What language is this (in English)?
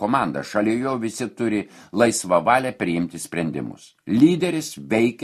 Lithuanian